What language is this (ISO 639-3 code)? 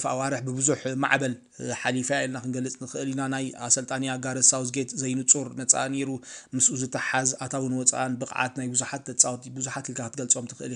tir